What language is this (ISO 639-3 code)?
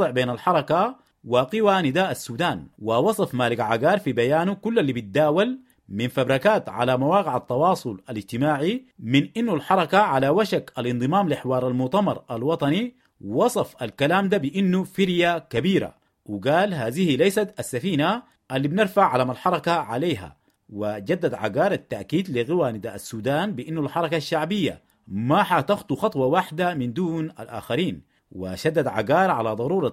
apd